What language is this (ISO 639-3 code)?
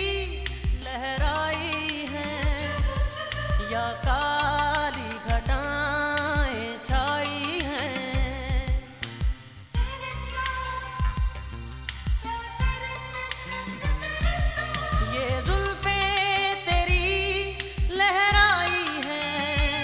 hin